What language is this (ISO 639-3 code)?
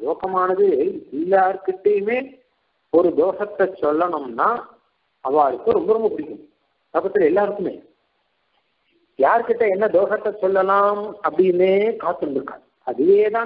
tam